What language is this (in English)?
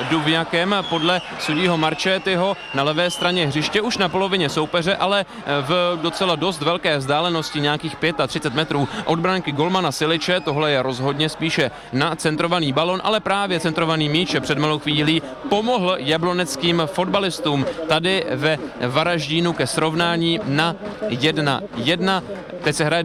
Czech